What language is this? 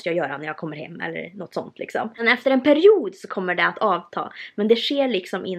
Swedish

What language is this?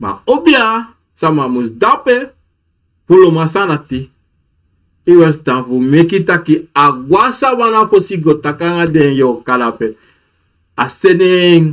Sranan Tongo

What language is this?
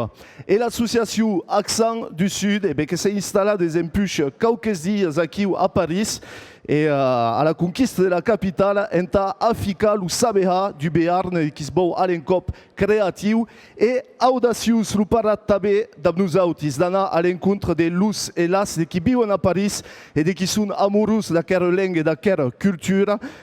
Occitan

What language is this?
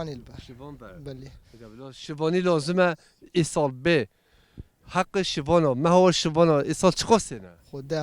Kurdish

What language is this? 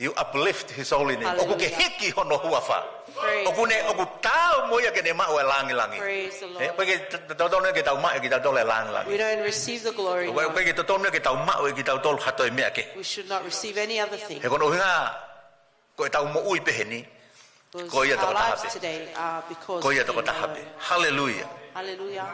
Tongan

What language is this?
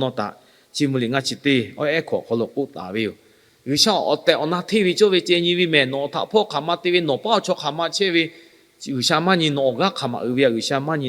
Lahu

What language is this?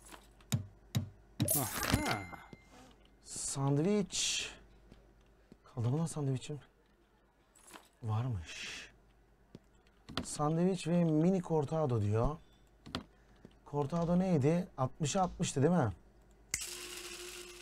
Turkish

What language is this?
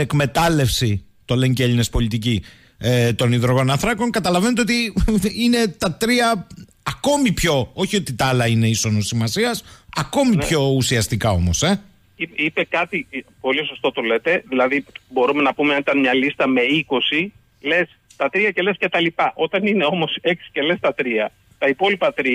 Greek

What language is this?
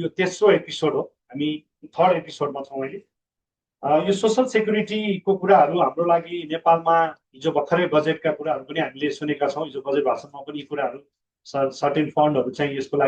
Nepali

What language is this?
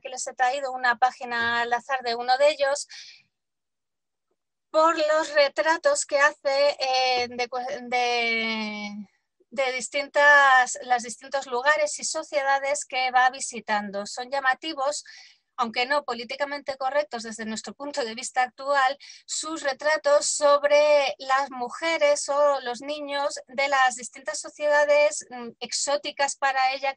Spanish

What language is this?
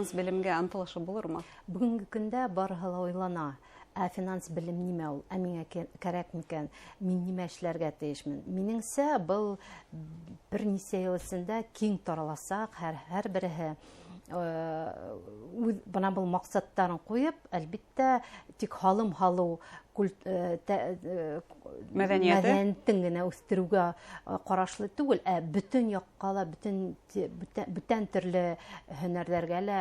Bashkir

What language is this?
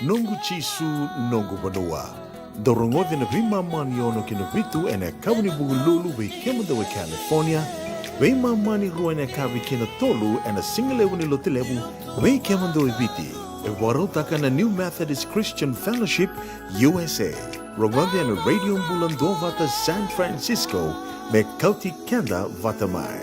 Fijian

